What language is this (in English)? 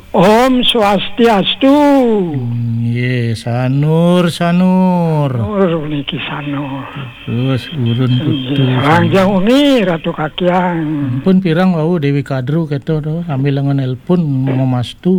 Balinese